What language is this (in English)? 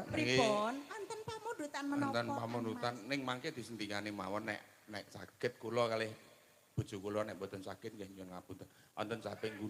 Javanese